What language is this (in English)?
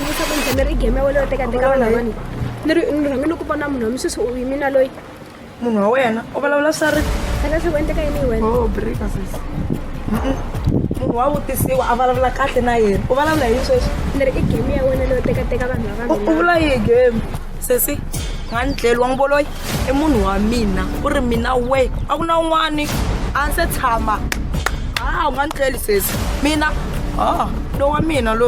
Tsonga